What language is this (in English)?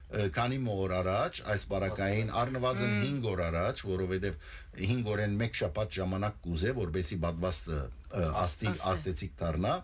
Western Armenian